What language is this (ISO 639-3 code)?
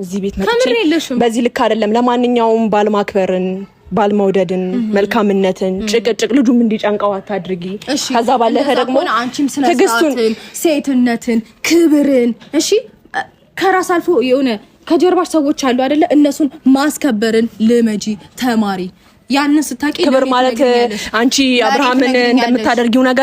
amh